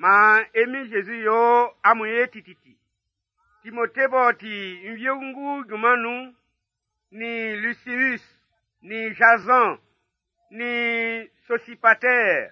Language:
Baoulé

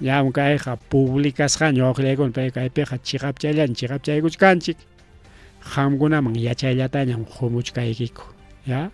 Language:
Ayacucho Quechua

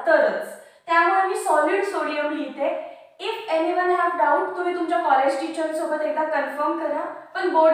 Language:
Marathi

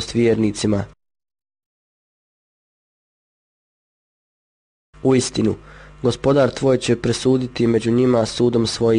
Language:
Bosnian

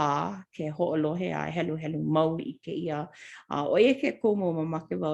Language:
Hawaiian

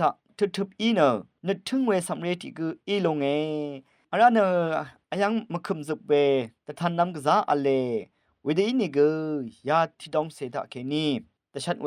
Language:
Rawang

